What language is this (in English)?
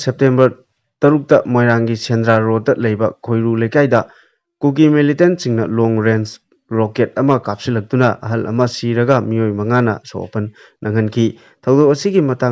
Manipuri